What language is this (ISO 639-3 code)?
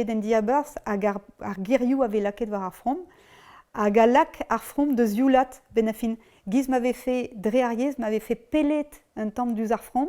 bre